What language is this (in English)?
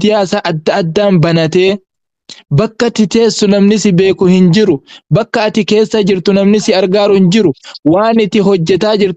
Oromo